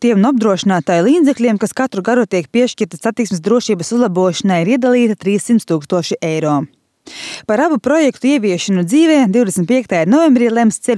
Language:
Latvian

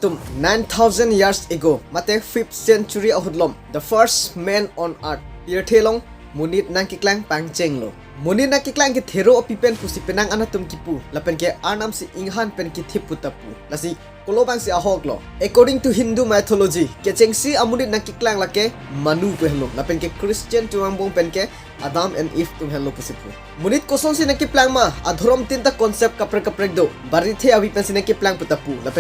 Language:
Karbi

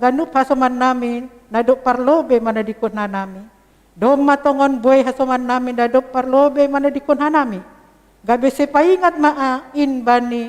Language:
Batak Simalungun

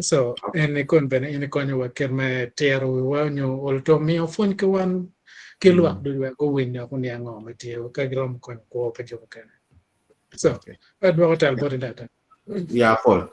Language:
Acoli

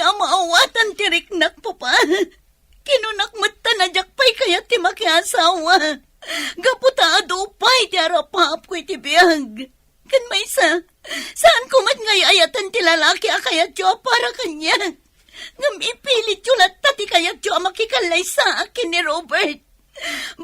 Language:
Iloko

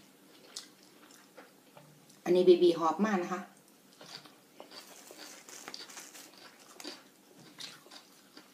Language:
Thai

